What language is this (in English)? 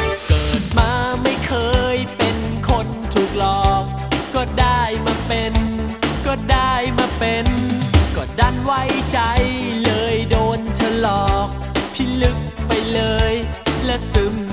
Thai